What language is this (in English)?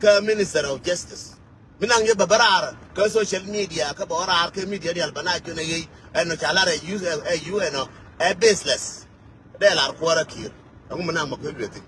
Nuer